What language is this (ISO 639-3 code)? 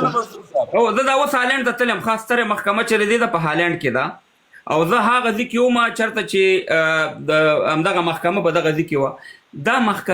pus